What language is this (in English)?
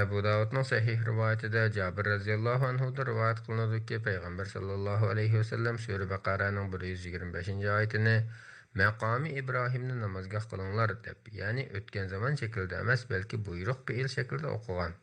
Uyghur